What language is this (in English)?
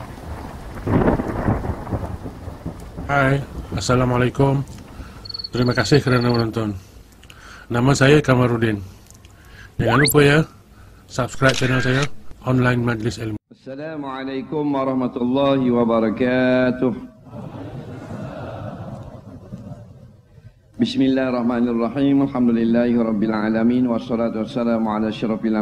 Malay